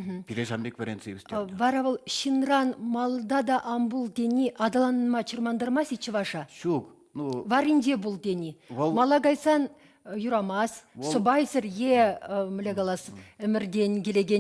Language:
Chuvash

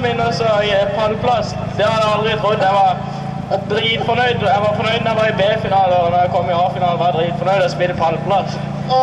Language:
Norwegian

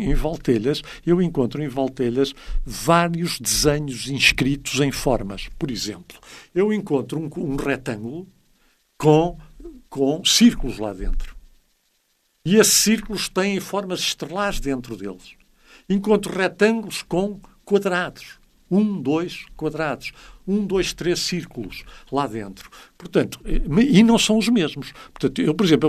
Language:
Portuguese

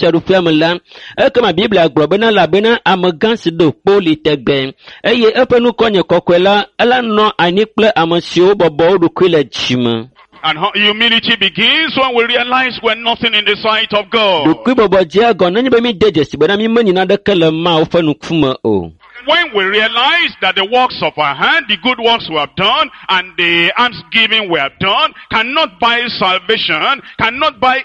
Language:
Ewe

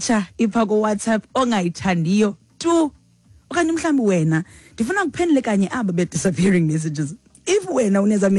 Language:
Xhosa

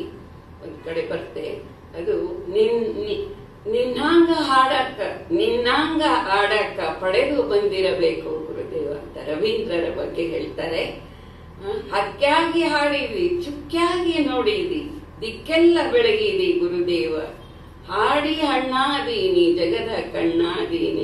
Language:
Kannada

